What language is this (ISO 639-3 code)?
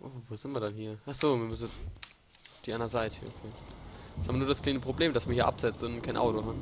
pfl